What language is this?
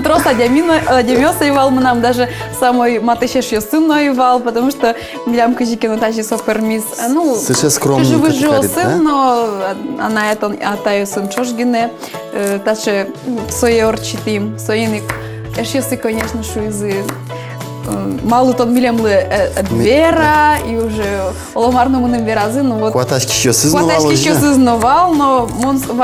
Udmurt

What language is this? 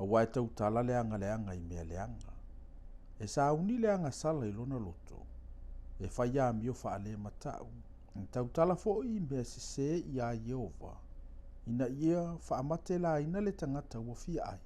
Samoan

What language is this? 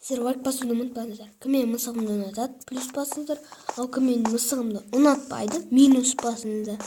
Kazakh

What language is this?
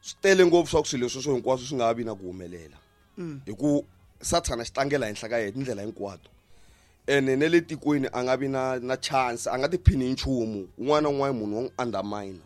Tsonga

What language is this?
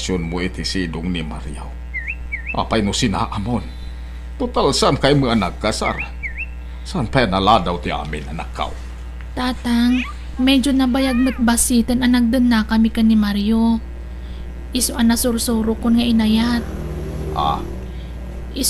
Iloko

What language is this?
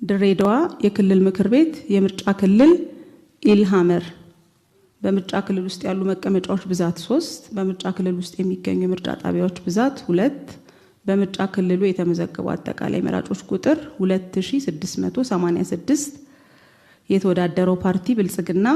Amharic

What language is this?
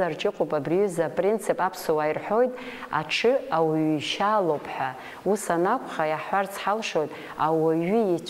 Abkhazian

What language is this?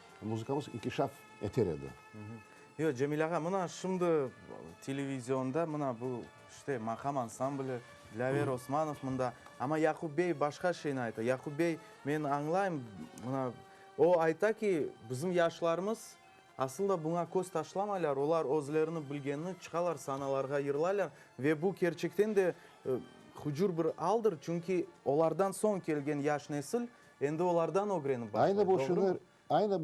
Crimean Tatar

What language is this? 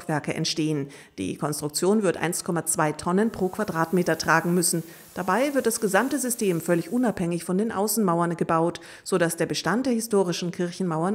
German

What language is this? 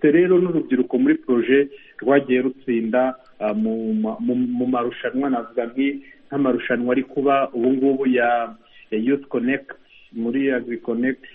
Kinyarwanda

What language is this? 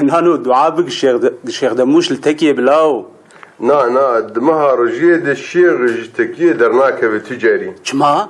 Kurdish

